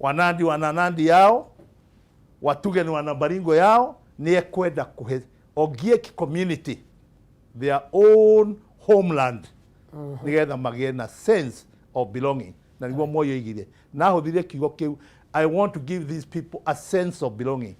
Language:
Kikuyu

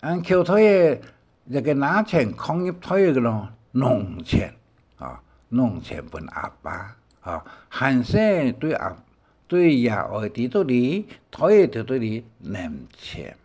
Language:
Hakka Chinese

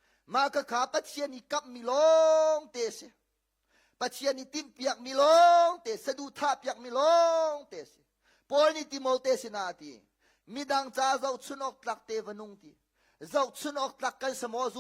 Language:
Hakha Chin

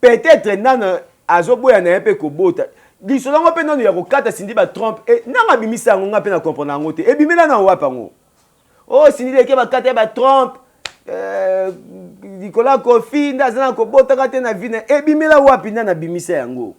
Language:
Lingala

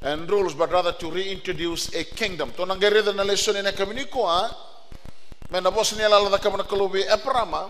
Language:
Fijian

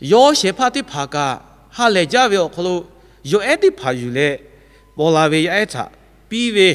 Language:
Lahu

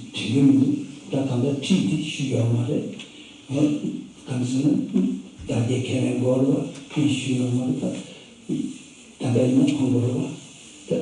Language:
Tibetan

